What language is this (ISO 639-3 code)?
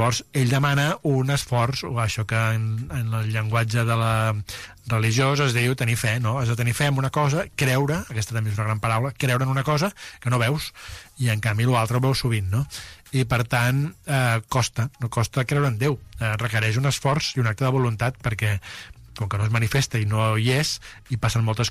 cat